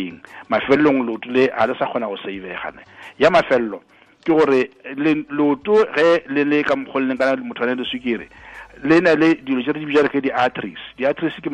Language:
Tswana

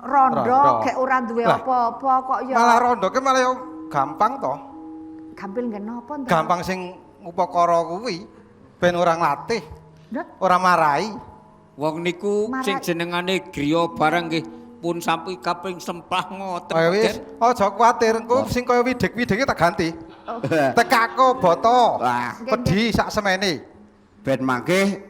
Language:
Javanese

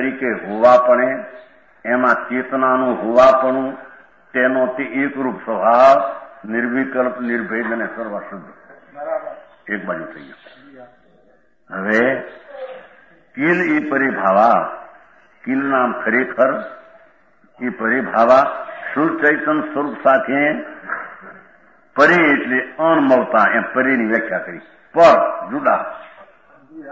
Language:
Gujarati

